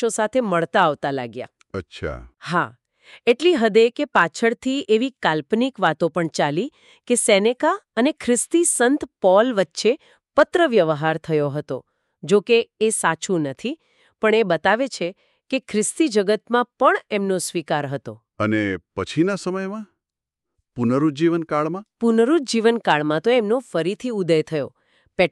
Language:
Gujarati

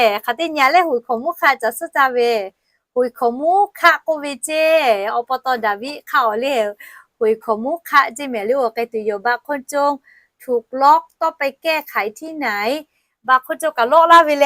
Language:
Lahu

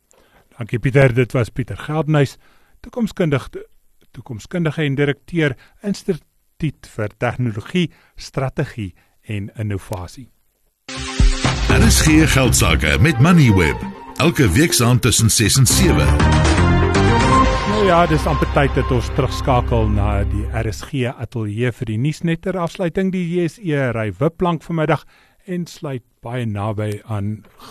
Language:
Afrikaans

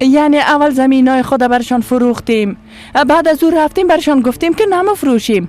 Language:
Persian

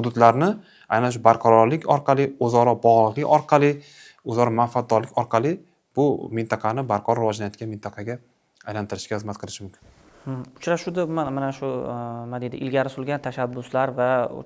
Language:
Uzbek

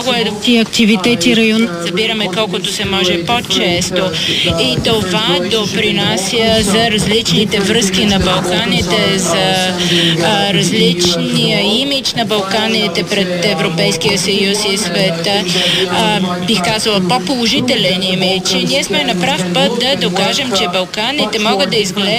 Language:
Bulgarian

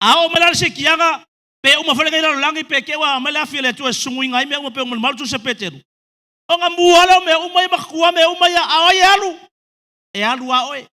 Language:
Samoan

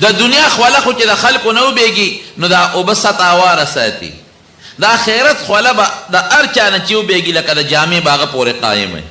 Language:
Pashto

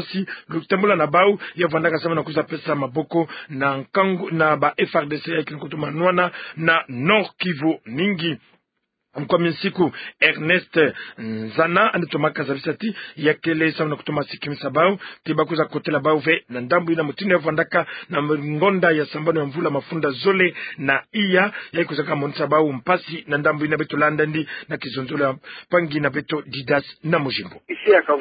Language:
Kituba (Democratic Republic of Congo)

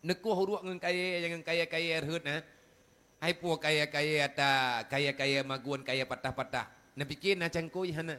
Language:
Achinese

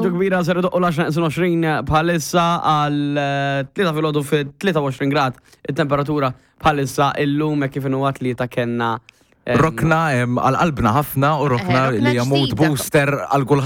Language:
Maltese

